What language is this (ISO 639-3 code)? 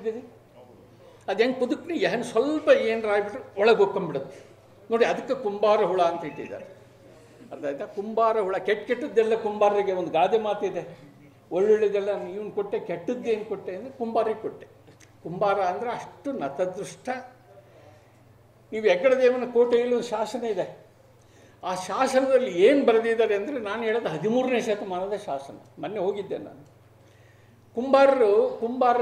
kan